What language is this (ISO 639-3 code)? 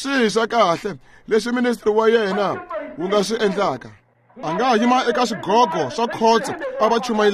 tso